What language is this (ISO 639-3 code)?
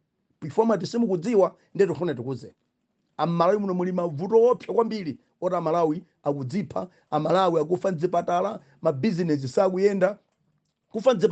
nya